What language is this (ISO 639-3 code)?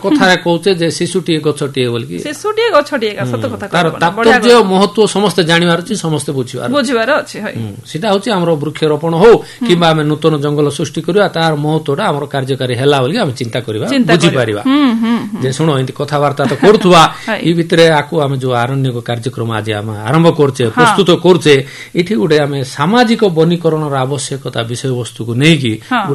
ori